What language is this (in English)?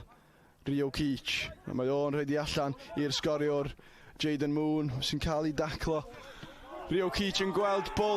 Welsh